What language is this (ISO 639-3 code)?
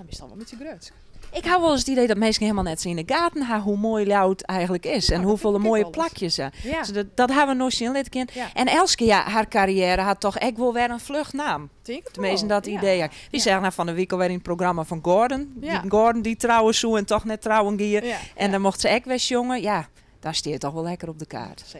fry